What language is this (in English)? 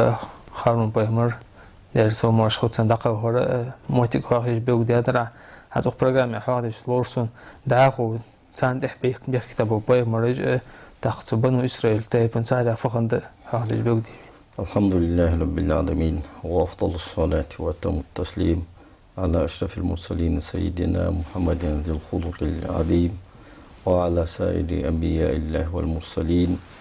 Ingush